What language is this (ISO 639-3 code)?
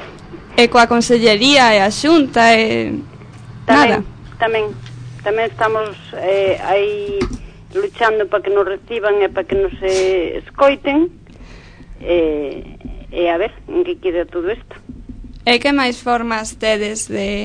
glg